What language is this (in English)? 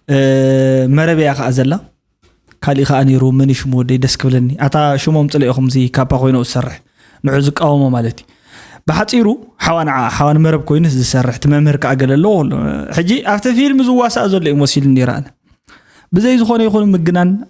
Tigrinya